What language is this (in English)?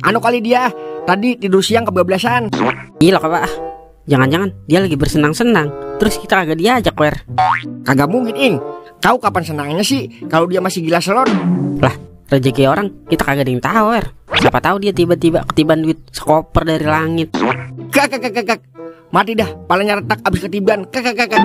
Betawi